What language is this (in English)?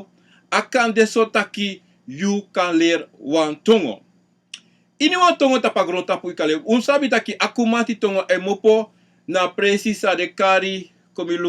Sranan Tongo